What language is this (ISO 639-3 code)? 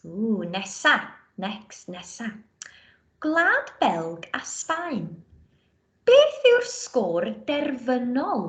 cym